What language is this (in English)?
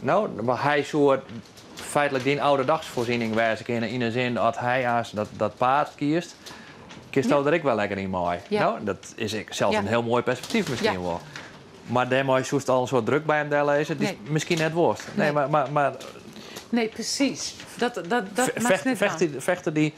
Western Frisian